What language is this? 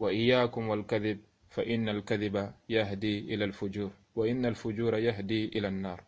Soninke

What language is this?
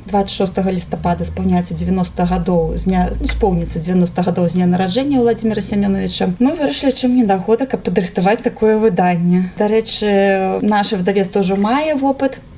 Belarusian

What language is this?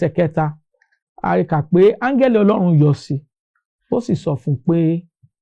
Yoruba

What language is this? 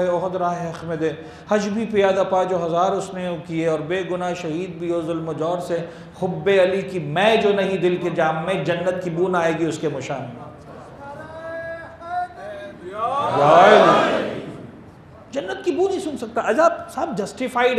Urdu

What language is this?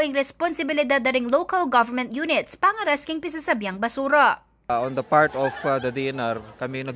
Pampanga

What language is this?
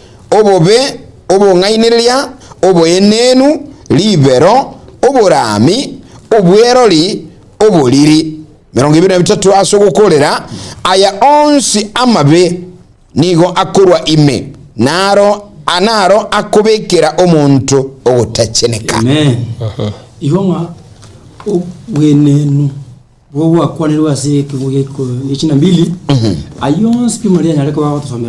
Gusii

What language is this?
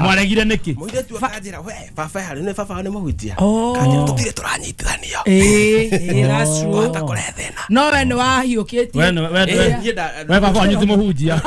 Kikuyu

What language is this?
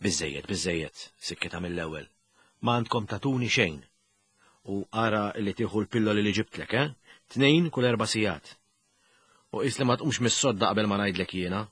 Maltese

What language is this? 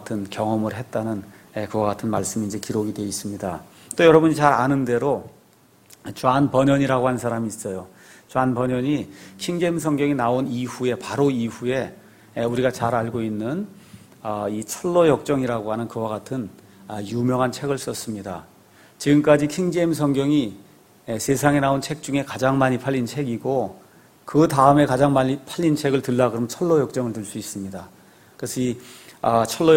Korean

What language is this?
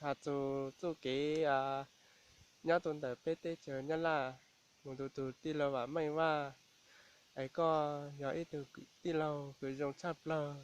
Hmong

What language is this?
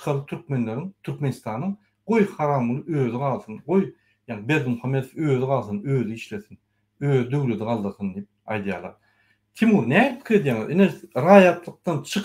Turkmen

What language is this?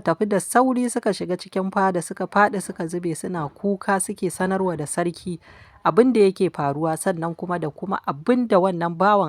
Hausa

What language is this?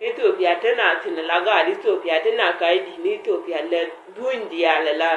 Nuer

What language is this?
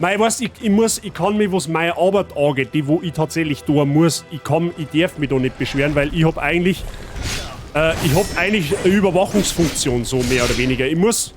Bavarian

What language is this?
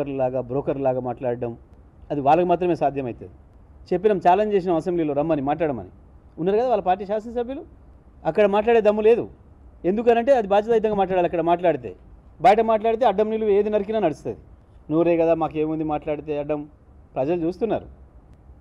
Telugu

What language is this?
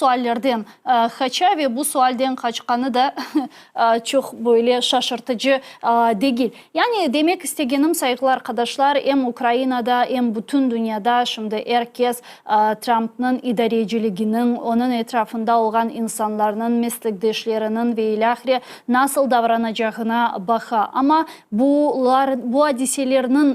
Crimean Tatar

